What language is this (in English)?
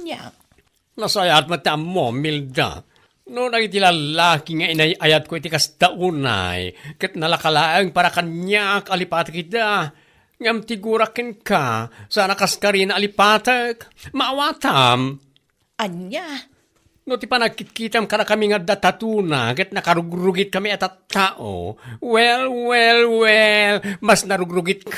Iloko